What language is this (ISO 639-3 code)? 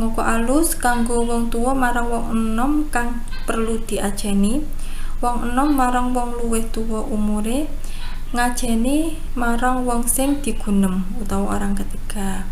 jav